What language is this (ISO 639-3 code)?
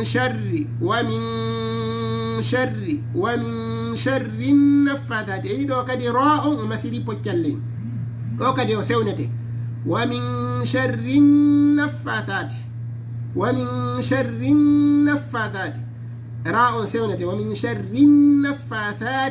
ful